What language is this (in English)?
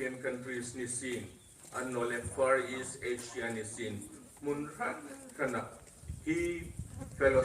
Hmar